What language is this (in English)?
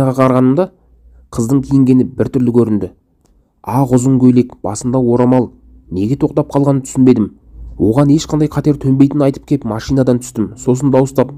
Kazakh